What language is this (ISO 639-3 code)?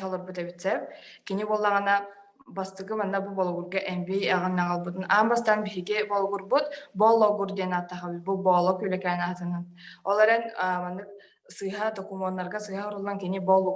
sah